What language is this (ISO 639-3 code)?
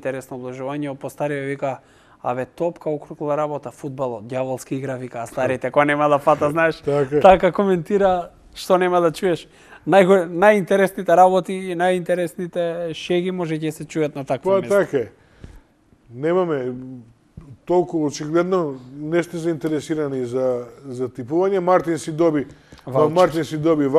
mkd